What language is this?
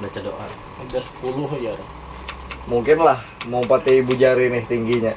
Banjar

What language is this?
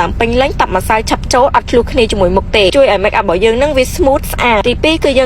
Khmer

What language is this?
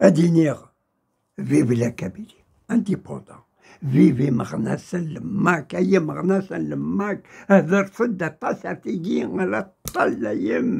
Kabyle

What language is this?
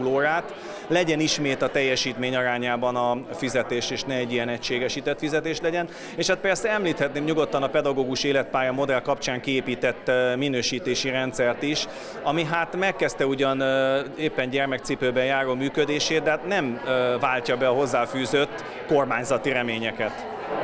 Hungarian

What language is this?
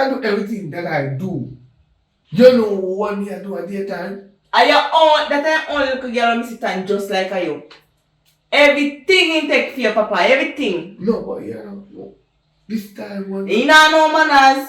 Jamaican Creole English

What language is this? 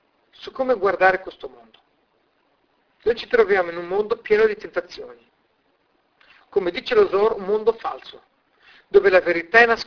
Italian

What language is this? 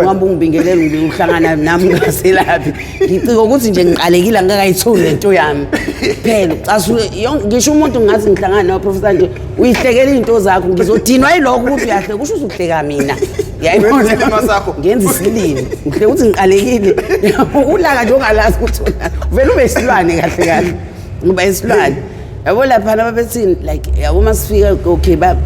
Zulu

